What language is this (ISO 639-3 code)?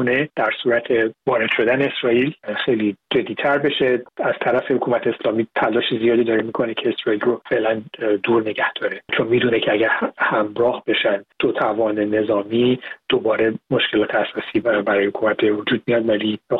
fas